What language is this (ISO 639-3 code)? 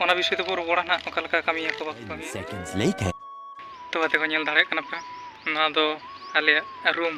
sat